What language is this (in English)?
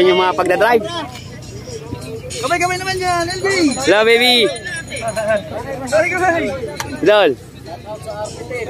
Filipino